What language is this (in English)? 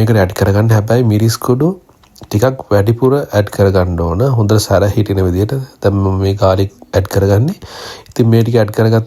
Sinhala